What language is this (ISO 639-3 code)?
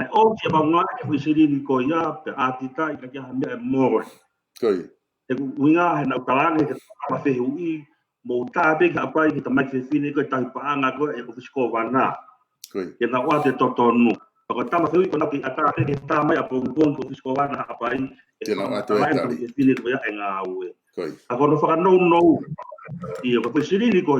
ton